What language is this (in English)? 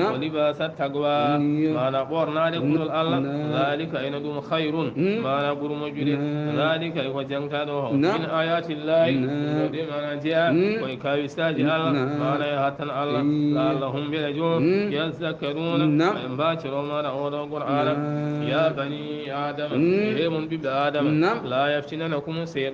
Fula